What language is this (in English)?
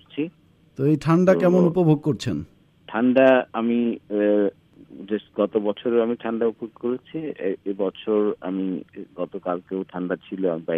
Bangla